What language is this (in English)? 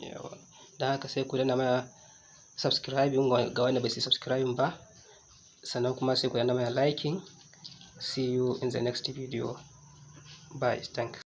Hausa